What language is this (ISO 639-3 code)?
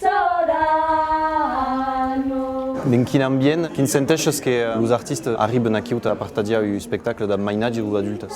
oci